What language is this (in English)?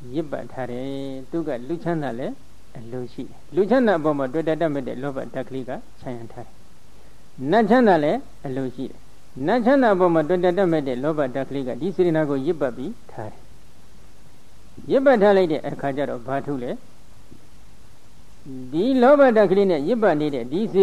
Burmese